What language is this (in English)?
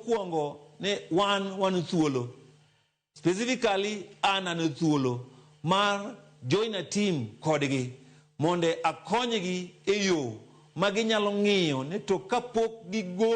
Luo (Kenya and Tanzania)